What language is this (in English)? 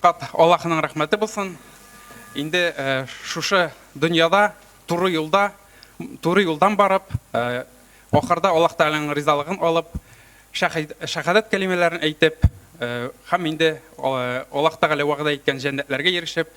Tatar